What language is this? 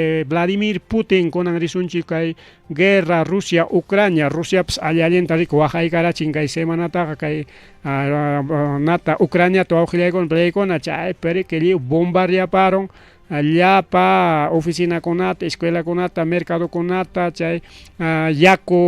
Ayacucho Quechua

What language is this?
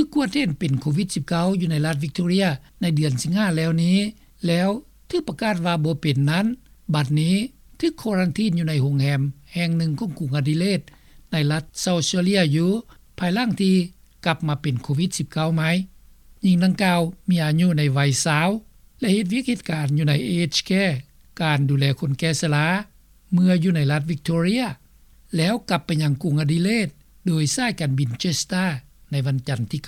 Lao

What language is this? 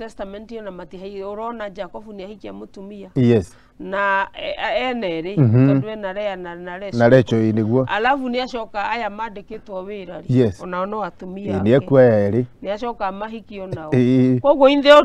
Kikuyu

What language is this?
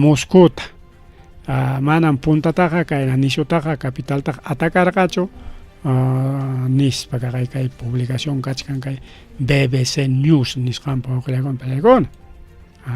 Ayacucho Quechua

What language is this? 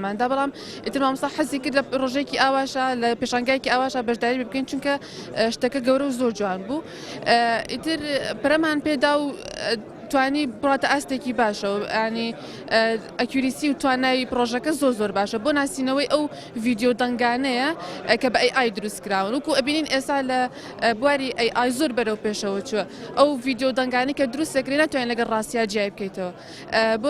Central Kurdish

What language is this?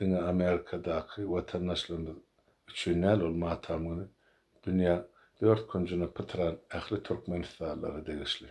Turkmen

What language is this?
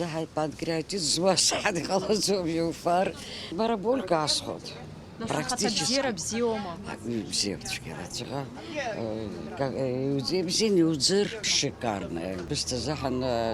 Abkhazian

